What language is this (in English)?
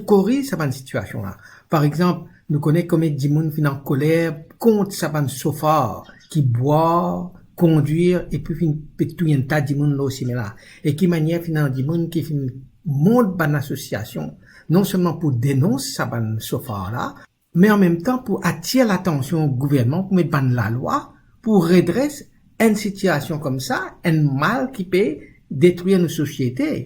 Morisyen